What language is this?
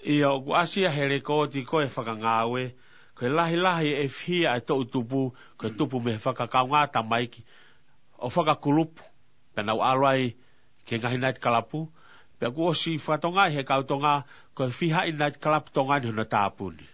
Tongan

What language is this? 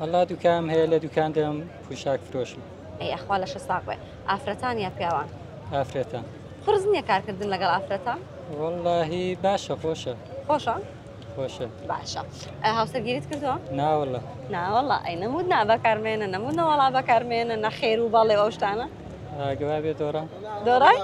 Central Kurdish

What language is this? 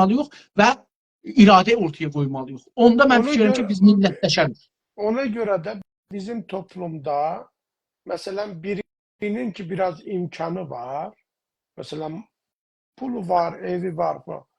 South Azerbaijani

